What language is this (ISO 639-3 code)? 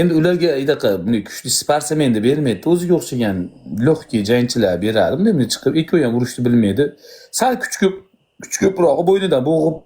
uzb